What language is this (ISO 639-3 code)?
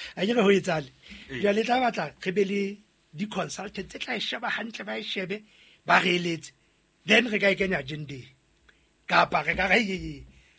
sot